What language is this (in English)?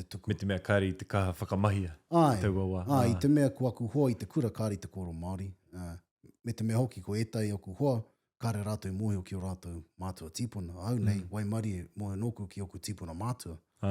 Māori